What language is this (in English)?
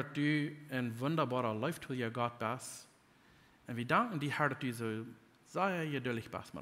Plautdietsch